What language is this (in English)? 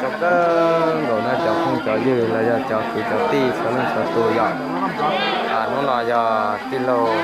Hmong